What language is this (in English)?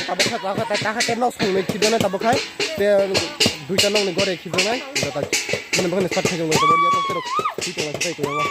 Kok Borok